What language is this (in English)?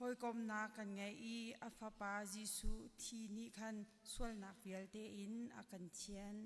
Hakha Chin